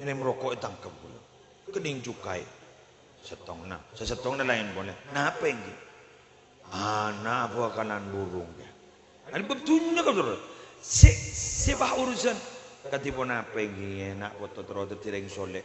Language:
Madurese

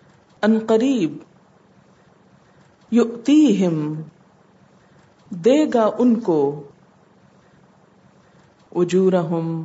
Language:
Urdu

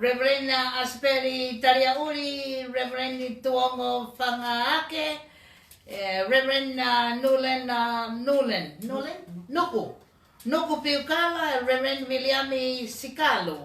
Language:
Tongan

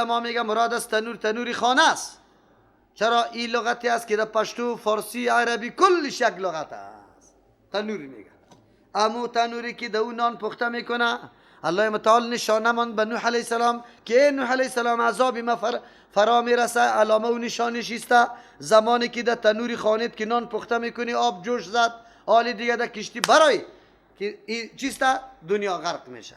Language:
Persian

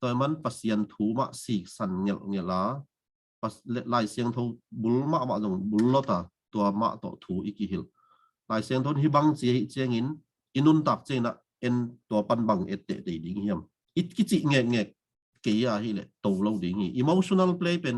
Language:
Tedim Chin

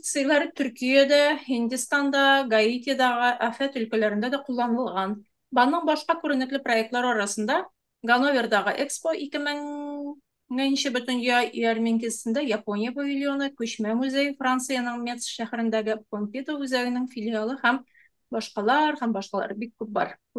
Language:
Tatar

